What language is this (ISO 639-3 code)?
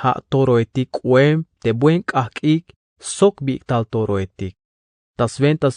tzh